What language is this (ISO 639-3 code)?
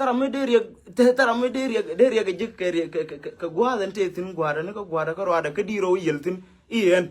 nus